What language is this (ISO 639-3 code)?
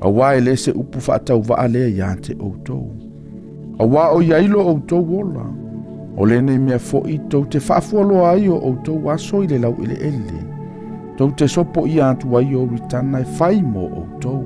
smo